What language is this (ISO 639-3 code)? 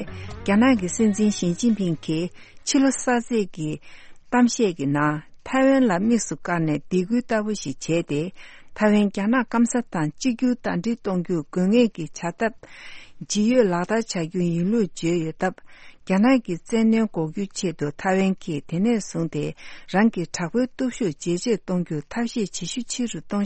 bod